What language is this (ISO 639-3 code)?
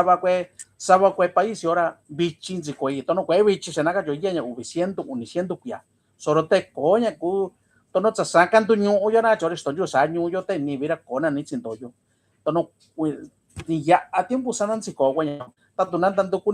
mix